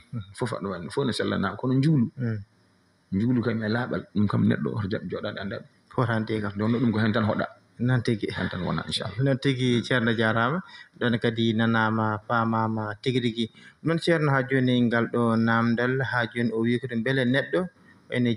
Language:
Fula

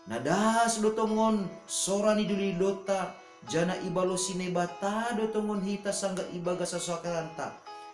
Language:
Batak Simalungun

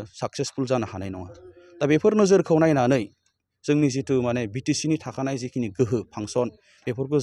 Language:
Bodo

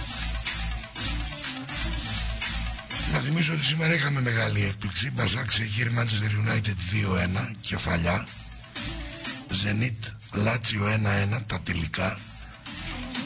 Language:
Greek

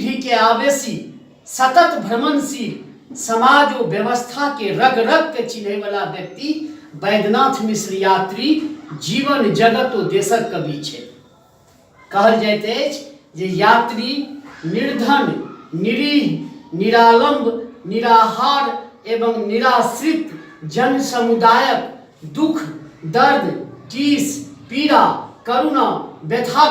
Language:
Maithili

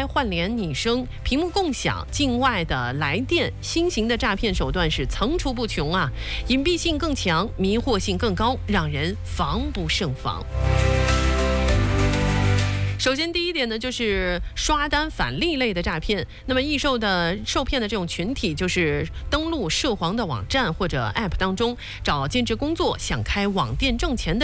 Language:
Chinese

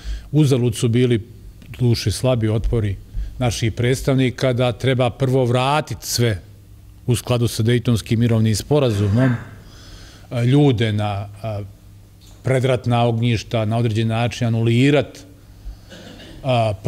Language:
Bosnian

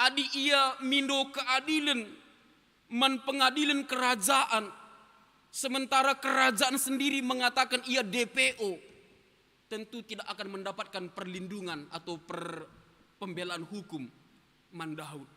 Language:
Batak Karo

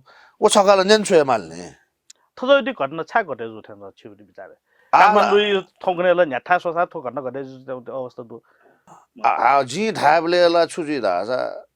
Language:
Newari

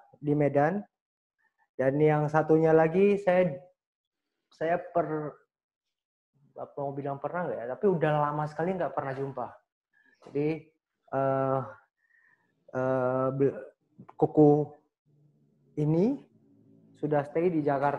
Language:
Indonesian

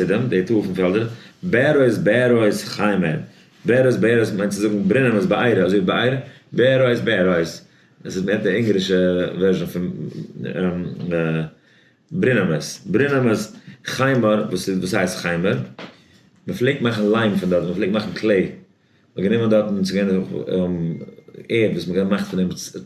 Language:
Yiddish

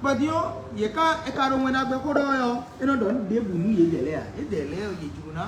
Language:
Fon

